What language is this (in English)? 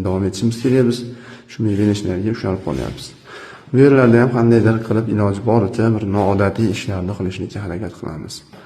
Uzbek